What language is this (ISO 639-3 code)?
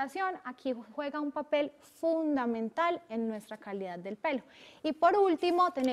spa